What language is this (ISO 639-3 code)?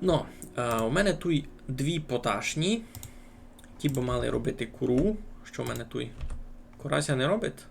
rue